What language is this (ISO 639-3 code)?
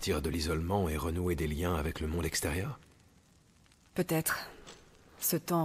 fra